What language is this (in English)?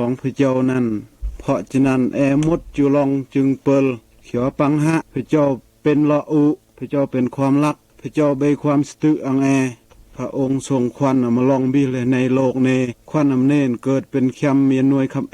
Mal